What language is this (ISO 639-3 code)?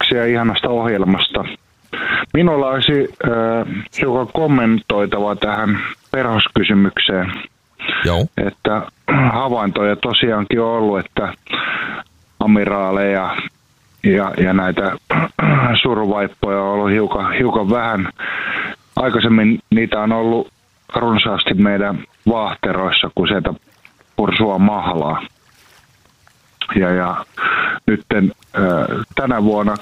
fin